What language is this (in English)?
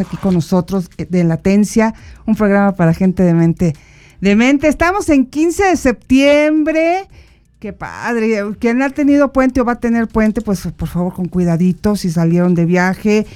Spanish